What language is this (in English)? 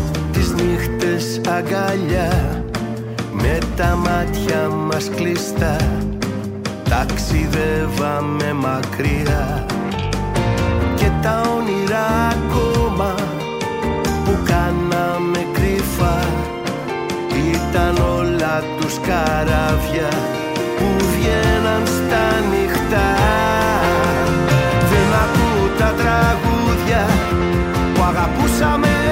Greek